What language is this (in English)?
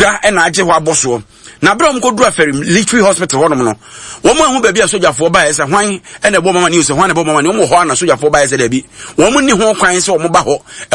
Akan